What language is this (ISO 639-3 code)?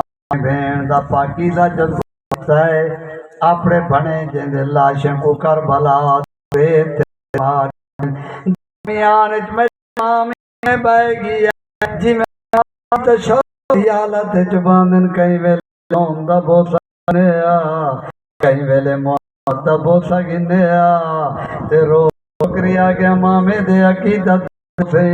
skr